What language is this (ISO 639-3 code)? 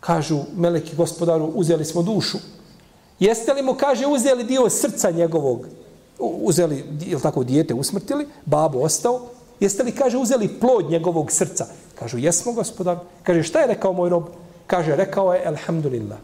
srp